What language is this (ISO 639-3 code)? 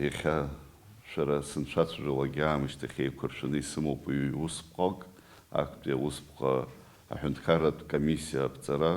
abk